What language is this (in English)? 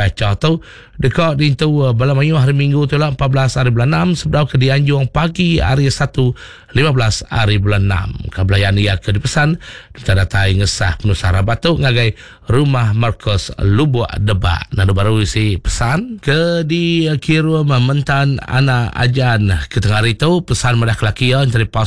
Iban